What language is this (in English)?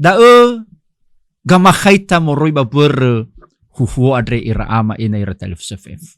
Nias